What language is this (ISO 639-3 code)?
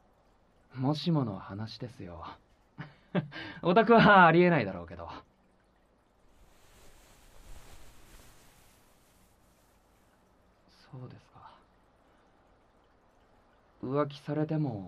jpn